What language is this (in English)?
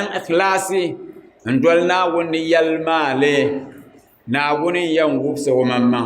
Dagbani